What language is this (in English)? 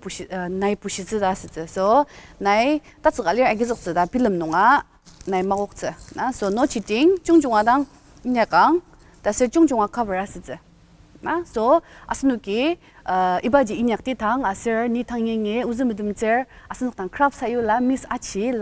Ao Naga